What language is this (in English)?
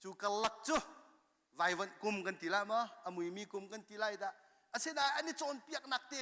Hakha Chin